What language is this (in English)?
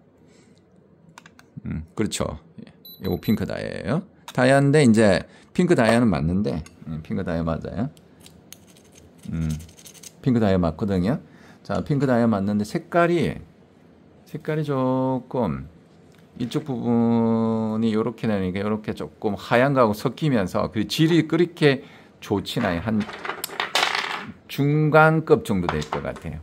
Korean